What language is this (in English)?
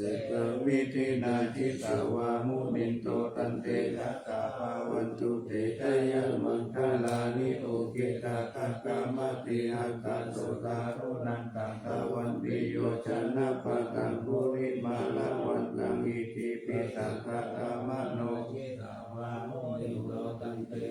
Pali